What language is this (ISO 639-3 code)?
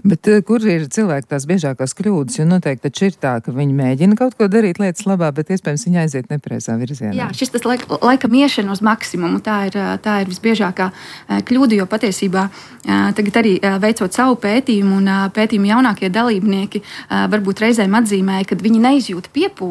lav